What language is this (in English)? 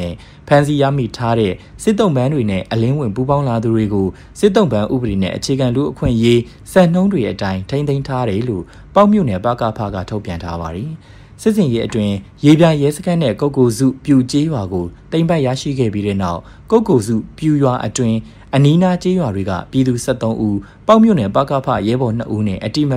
Burmese